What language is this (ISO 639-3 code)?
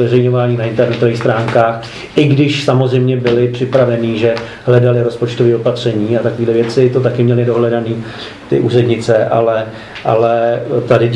ces